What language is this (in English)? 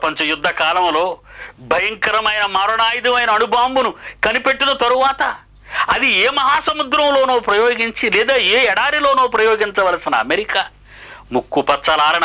Telugu